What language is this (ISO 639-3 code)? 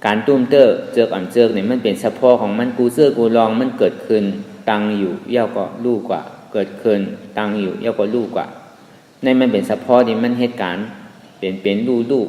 shn